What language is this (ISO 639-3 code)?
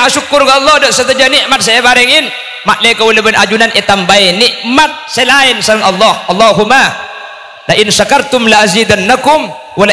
mad